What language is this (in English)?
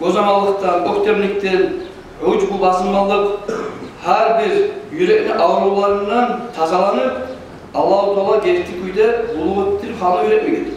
Kumyk